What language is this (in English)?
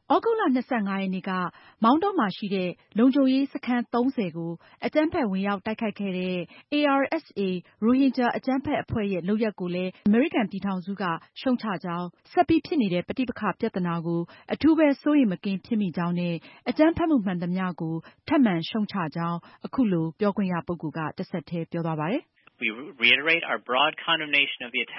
Burmese